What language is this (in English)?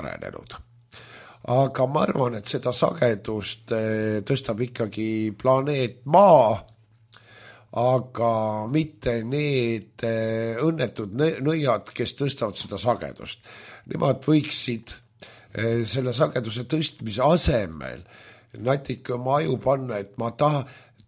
Estonian